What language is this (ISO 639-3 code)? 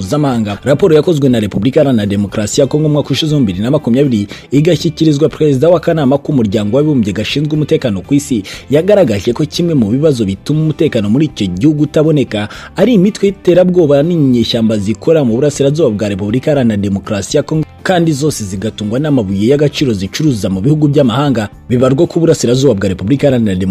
kin